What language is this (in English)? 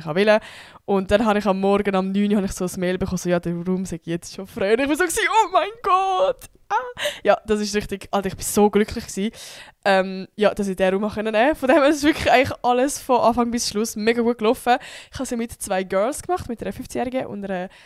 Swiss German